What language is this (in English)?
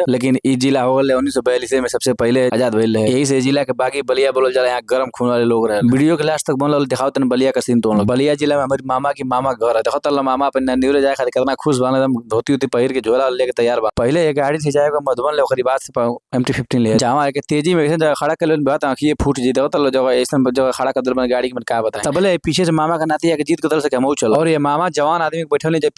Bhojpuri